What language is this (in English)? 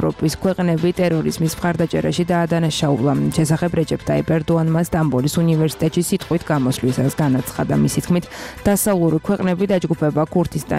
Georgian